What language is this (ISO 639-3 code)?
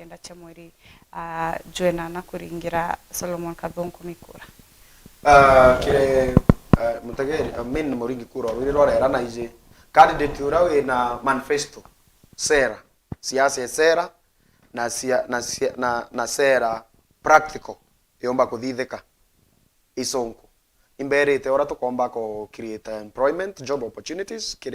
mer